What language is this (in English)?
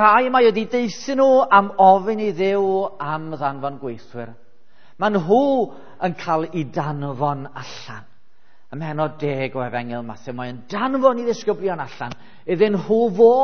Welsh